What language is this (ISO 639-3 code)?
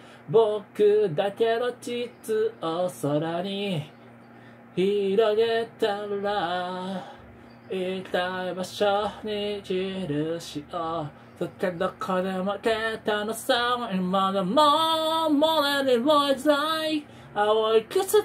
jpn